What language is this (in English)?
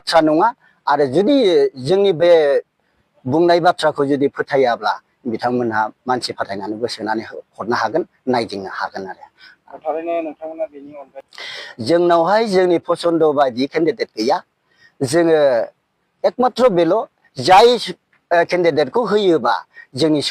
Bodo